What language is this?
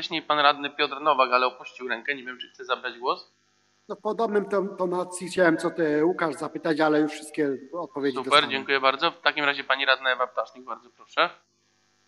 Polish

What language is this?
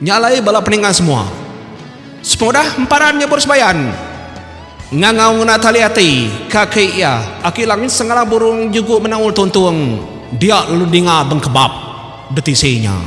Iban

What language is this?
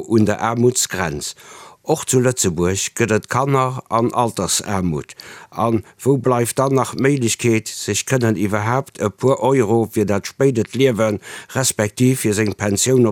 Luxembourgish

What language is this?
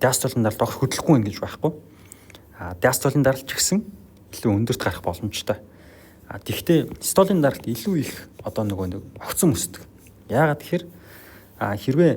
Mongolian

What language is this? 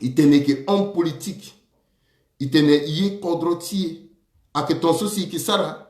Sango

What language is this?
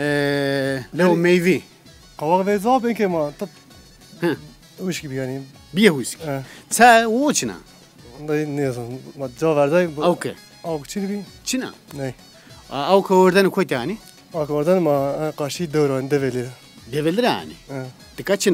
Zaza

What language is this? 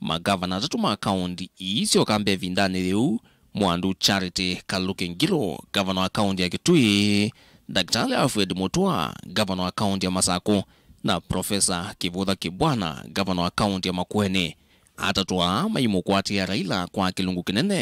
Kamba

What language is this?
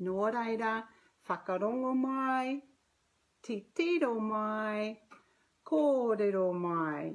Māori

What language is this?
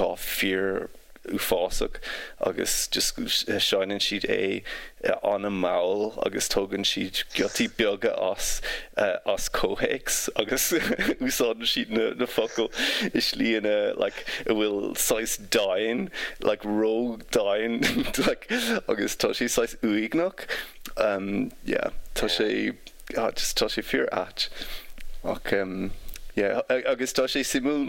Irish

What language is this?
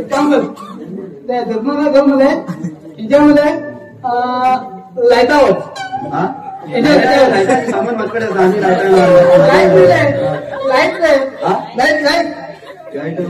Konkani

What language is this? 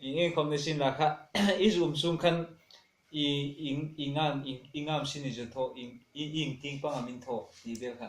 Hmar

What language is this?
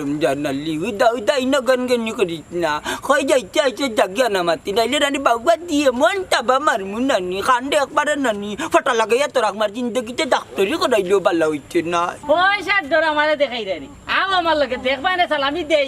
Sylheti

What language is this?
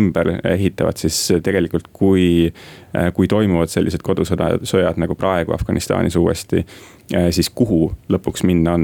Estonian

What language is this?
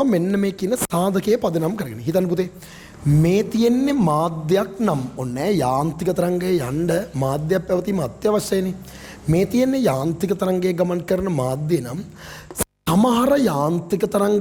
Sinhala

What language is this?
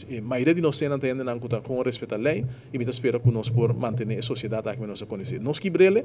Papiamento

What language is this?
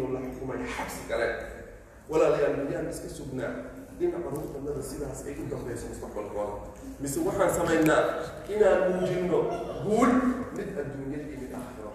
Somali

